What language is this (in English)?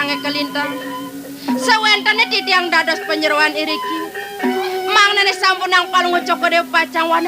Balinese